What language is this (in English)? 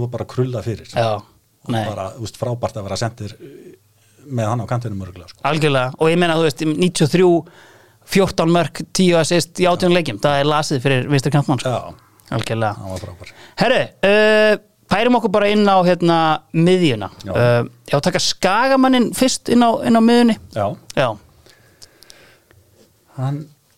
Icelandic